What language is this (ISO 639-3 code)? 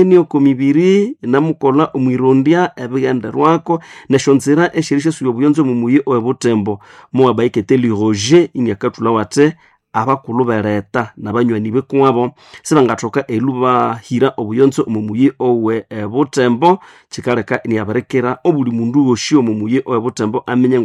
nnb